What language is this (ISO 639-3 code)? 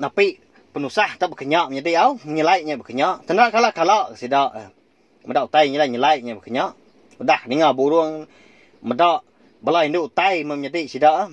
iba